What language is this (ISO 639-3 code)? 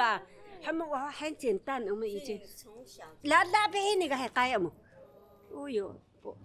trv